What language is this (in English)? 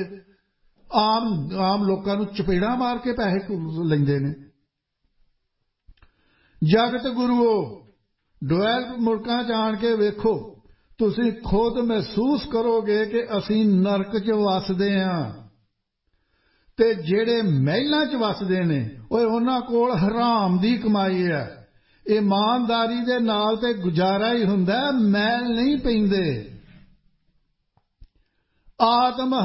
Punjabi